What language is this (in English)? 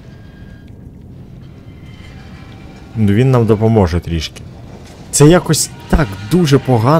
Ukrainian